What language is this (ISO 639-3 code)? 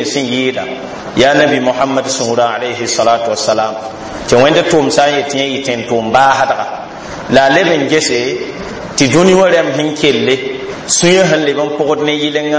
mos